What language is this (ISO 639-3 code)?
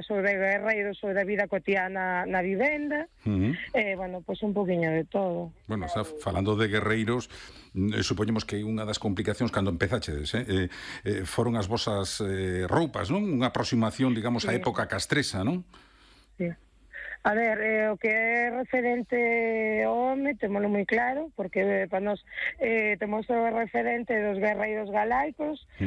glg